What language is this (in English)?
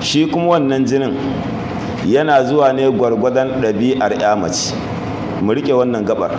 Hausa